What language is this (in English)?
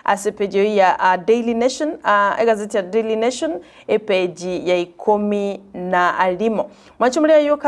Gusii